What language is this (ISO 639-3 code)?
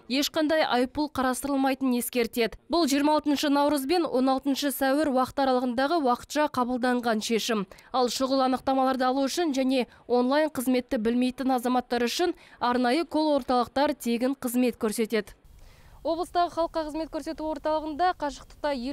kaz